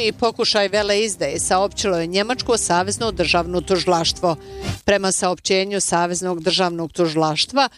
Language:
Bosnian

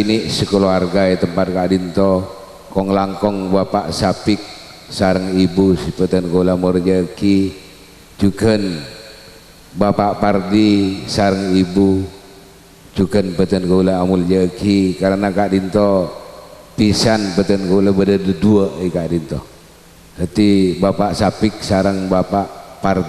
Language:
Madurese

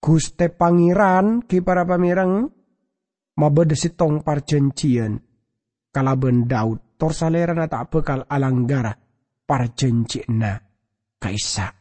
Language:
Madurese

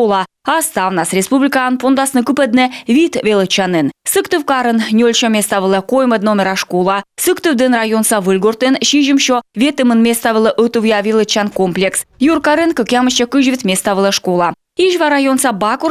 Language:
Komi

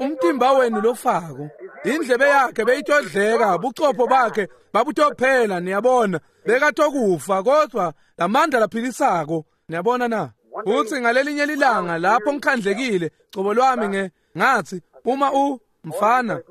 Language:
Swati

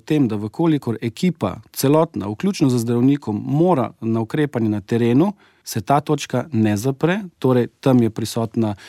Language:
Slovenian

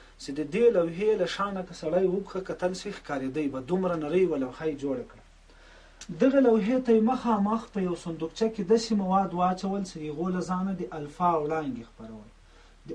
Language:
Pashto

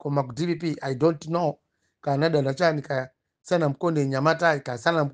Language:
Nyanja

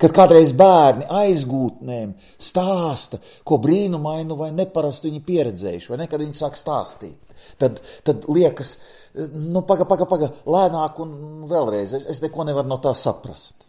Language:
Latvian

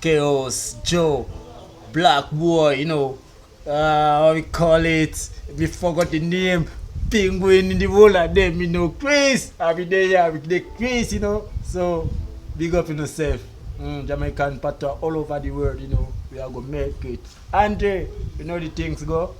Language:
Jamaican Creole English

